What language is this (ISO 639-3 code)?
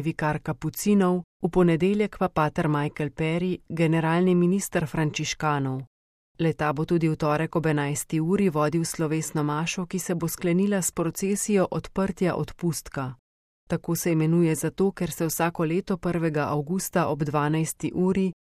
slv